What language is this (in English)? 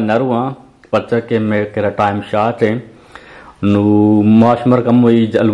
Eastern Balochi